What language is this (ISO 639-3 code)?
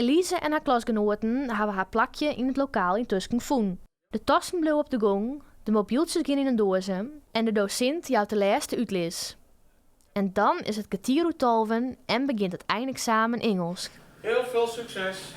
fry